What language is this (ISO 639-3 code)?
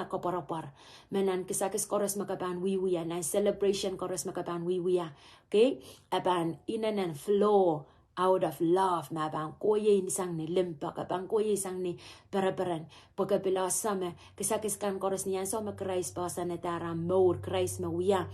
pon